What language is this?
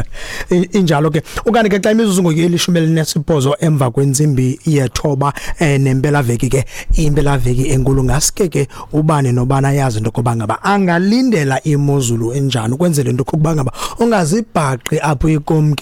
Xhosa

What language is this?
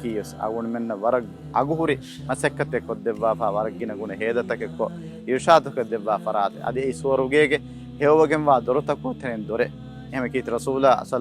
Divehi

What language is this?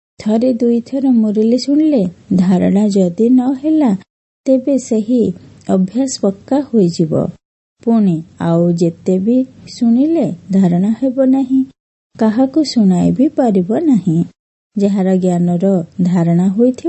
Odia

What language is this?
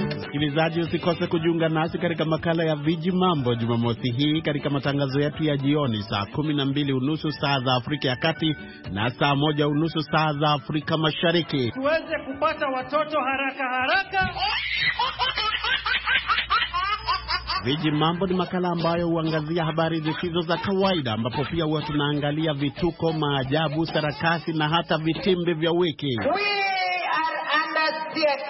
Swahili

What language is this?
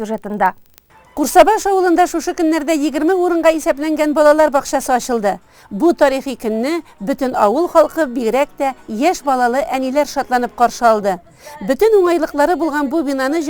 Tatar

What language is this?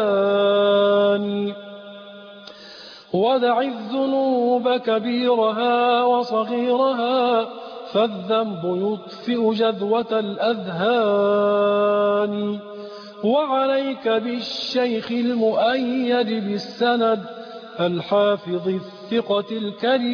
Arabic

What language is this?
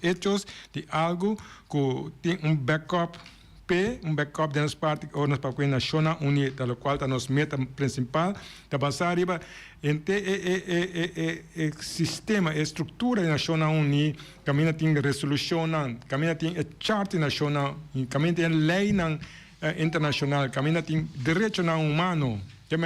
Papiamento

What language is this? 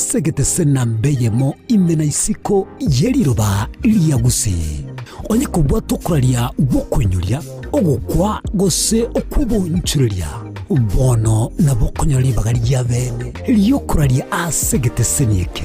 Gusii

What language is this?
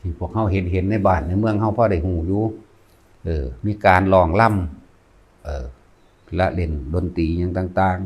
Lao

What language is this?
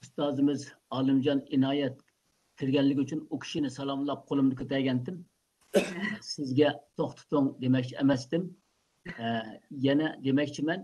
Uyghur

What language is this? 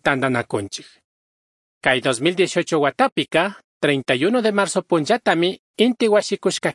Chimborazo Highland Quichua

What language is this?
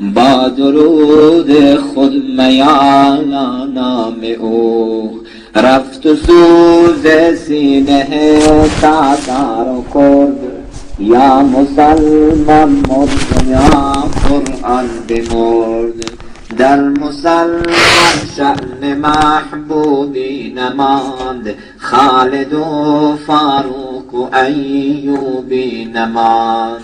Persian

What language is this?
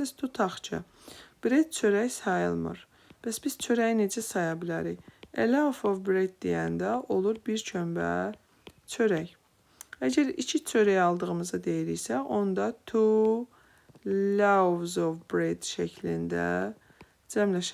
Azerbaijani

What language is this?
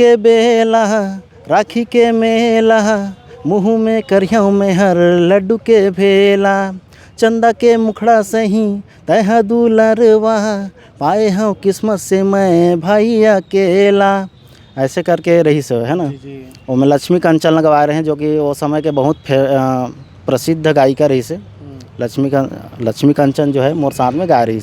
Chhattisgarhi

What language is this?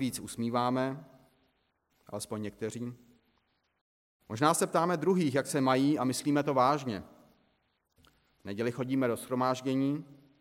Czech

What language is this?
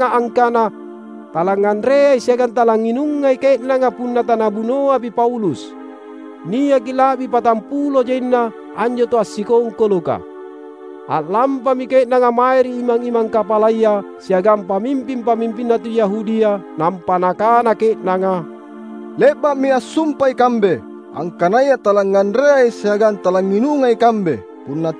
Makasar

